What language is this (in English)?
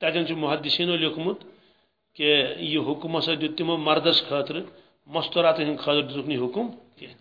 Kashmiri